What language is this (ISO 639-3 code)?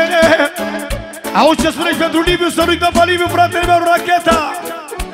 ron